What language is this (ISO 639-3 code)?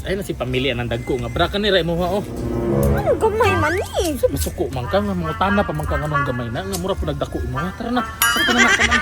ceb